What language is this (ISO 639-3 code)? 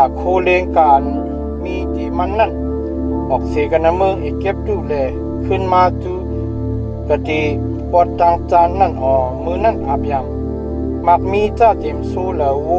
shn